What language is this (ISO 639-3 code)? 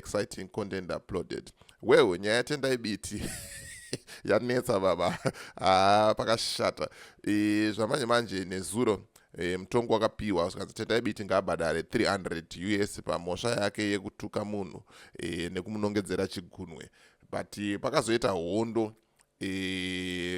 sna